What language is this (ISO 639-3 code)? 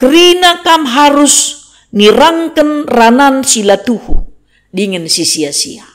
btx